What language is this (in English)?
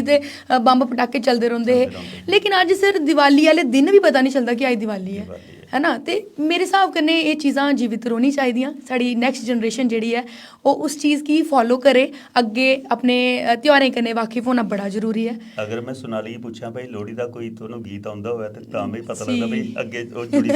Dogri